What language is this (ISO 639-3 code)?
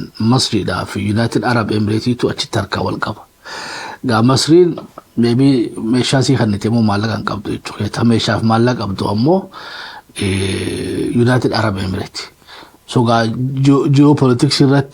orm